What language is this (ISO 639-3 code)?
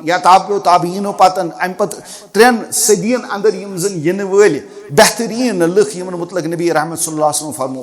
kas